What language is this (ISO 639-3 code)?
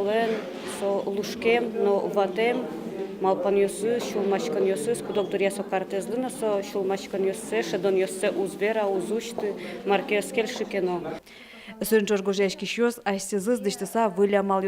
udm